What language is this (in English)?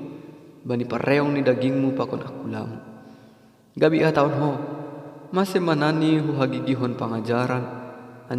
Batak Simalungun